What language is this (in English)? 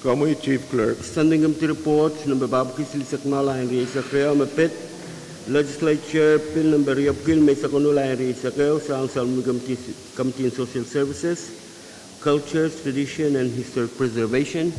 Pohnpeian